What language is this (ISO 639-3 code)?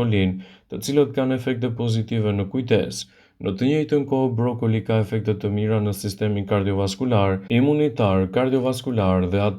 sqi